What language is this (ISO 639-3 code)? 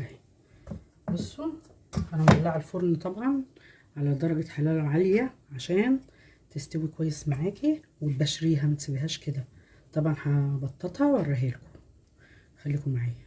arz